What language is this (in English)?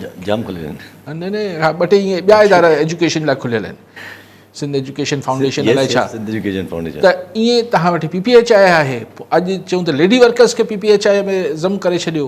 Sindhi